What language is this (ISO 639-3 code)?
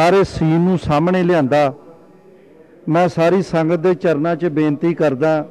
pan